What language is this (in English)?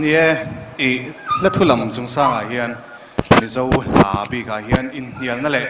Mizo